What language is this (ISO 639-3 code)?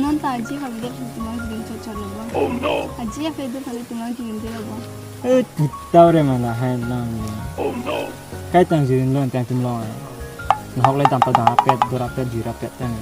mjw